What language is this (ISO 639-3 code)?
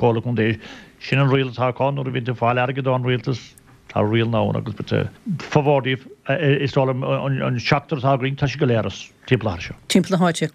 gle